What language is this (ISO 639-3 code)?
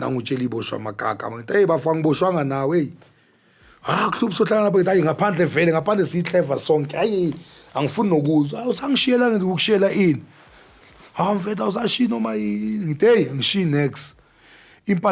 zul